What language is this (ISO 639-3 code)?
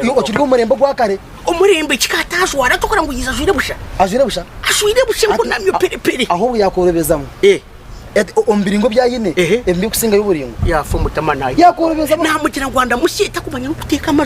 nyn